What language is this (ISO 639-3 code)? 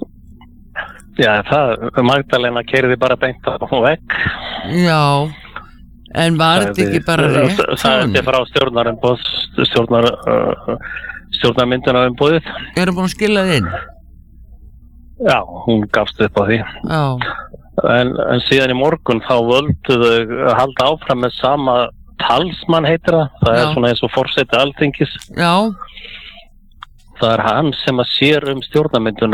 isl